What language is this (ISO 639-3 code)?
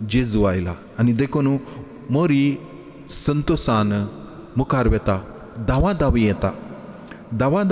kok